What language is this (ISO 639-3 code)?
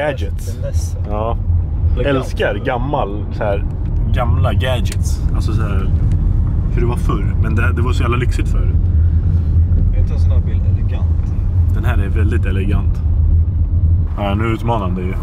swe